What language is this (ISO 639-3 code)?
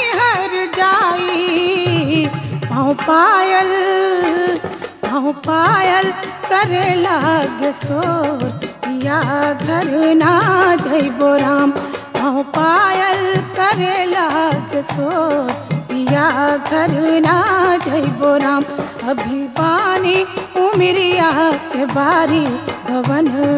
bho